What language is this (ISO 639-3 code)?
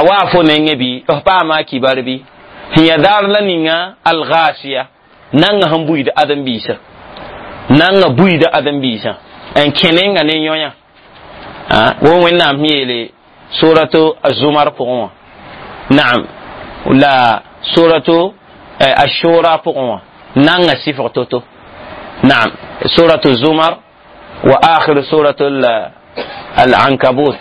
mos